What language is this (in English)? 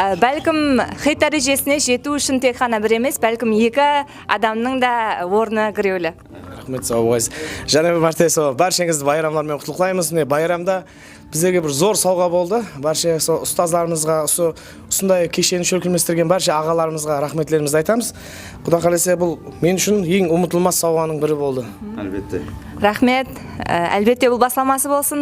Kara-Kalpak